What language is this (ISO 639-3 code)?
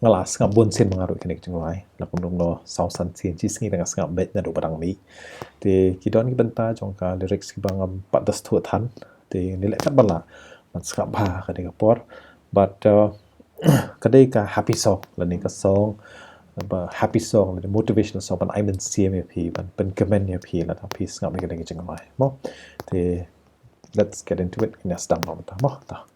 kha